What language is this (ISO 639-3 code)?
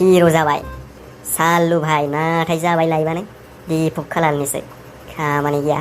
brx